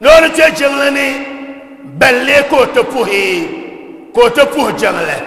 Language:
Dagbani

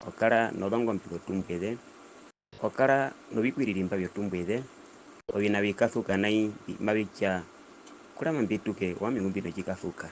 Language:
Herero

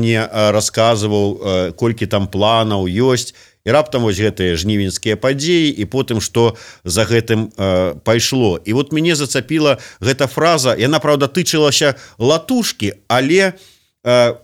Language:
Belarusian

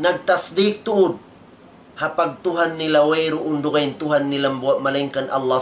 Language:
Tausug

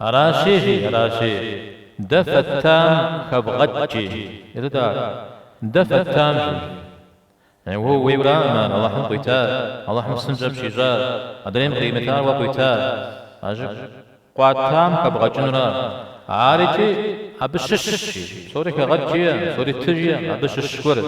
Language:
Kabardian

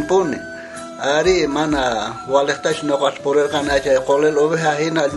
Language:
South Bolivian Quechua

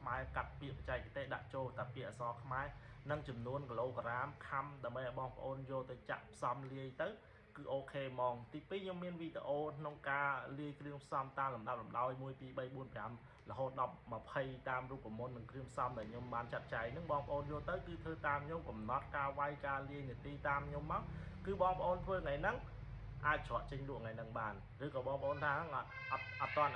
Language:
Khmer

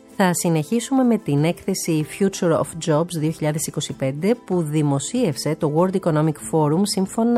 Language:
Greek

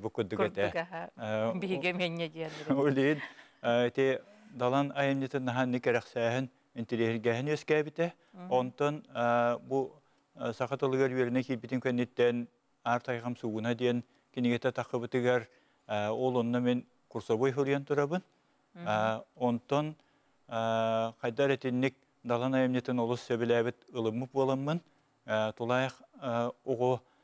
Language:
Yakut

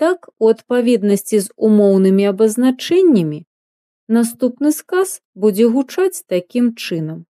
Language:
Belarusian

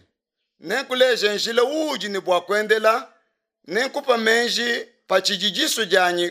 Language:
Luba-Lulua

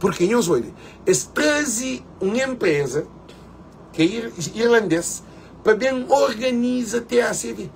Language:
Kabuverdianu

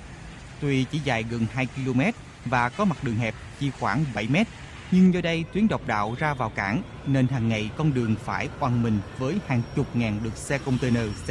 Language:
Vietnamese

